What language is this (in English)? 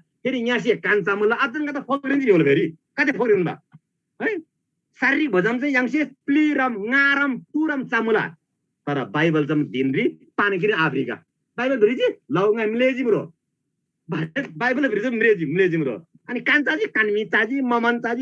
Eastern Tamang